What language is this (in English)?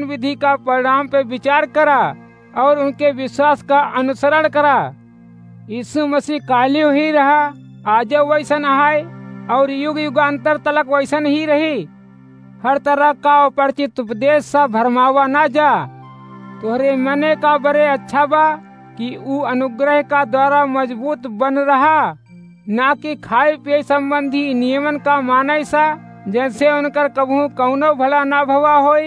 Awadhi